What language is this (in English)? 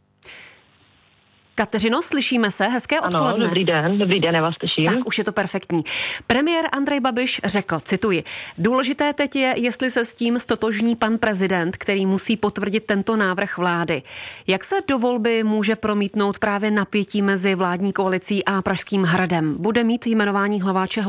Czech